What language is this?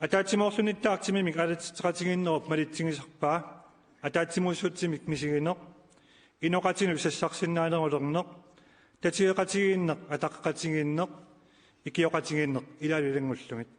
Kalaallisut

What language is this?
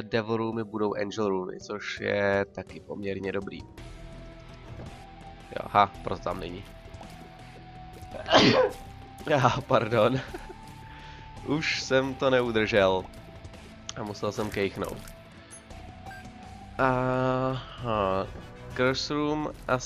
Czech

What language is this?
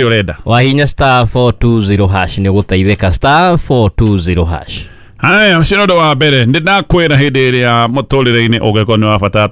Kikuyu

